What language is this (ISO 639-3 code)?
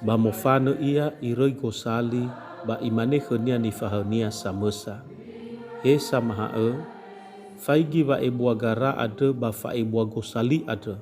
nia